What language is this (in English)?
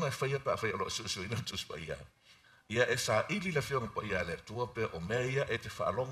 Samoan